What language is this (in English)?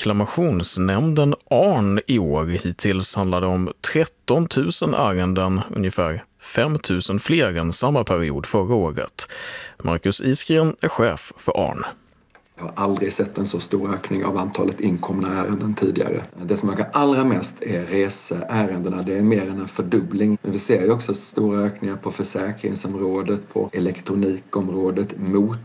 Swedish